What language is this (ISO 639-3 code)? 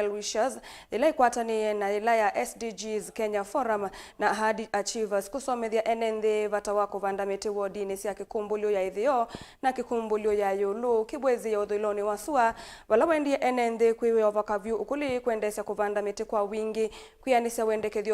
kam